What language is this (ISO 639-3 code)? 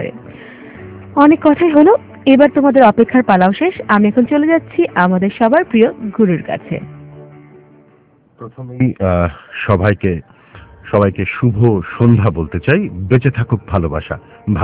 ben